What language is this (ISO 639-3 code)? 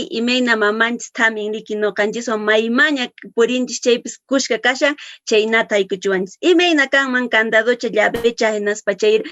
que